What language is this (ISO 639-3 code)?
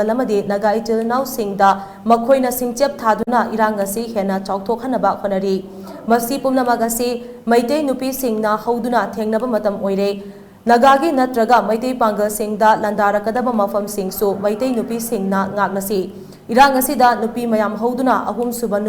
mni